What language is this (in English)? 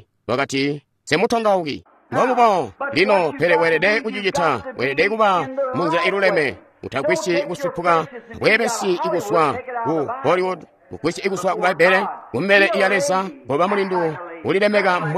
Tonga (Zambia)